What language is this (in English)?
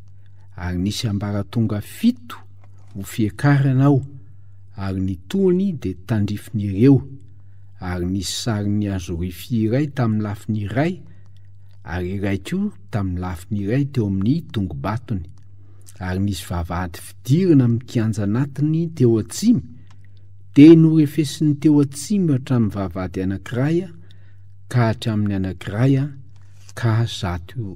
Malagasy